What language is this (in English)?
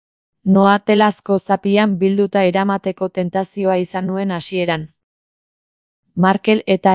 Basque